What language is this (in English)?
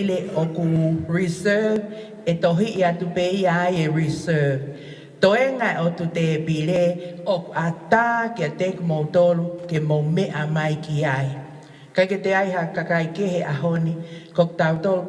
Tongan